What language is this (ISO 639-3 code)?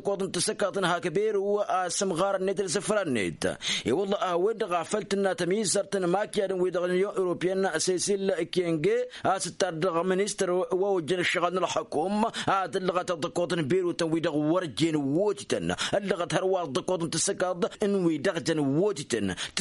taq